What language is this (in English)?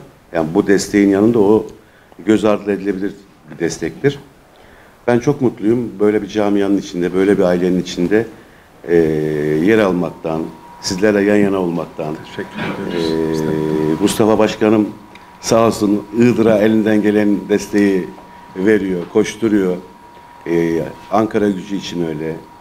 Turkish